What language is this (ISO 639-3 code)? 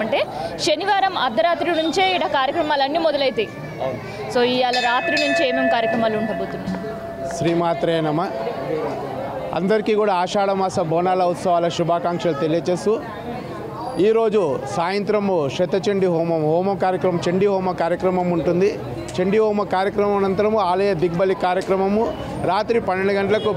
tel